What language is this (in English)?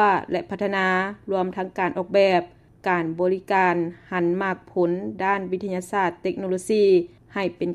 Lao